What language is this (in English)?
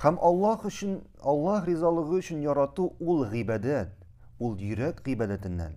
Tatar